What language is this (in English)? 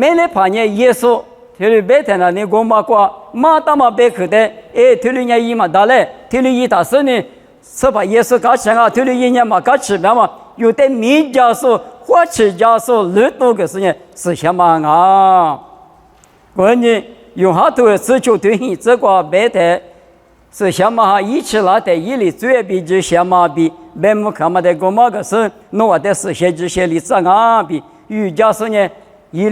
Lisu